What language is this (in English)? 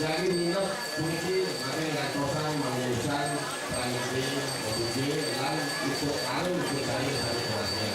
Balinese